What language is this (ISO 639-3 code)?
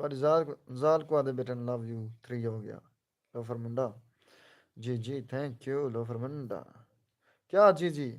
skr